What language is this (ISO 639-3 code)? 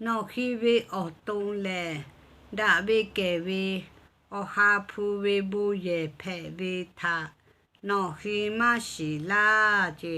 lhu